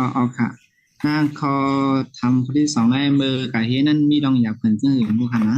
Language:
Shan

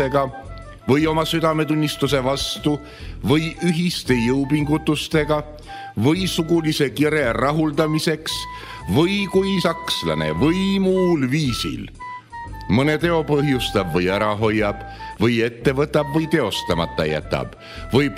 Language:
Estonian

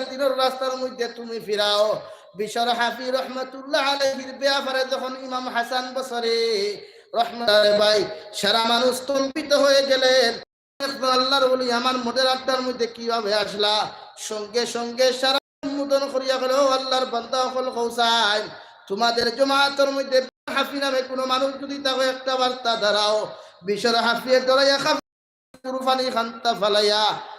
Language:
Sylheti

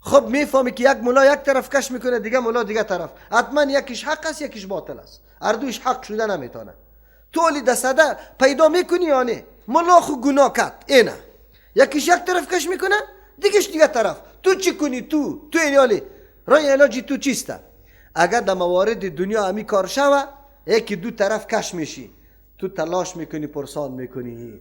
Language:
Persian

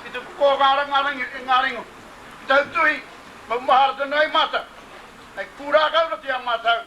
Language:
Māori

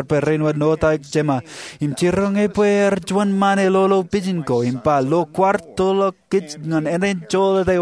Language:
Marshallese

